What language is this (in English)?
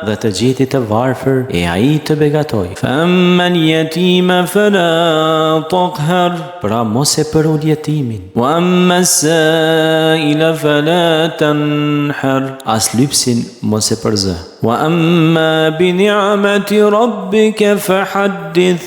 Albanian